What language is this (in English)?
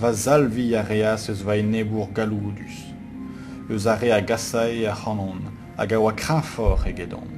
Breton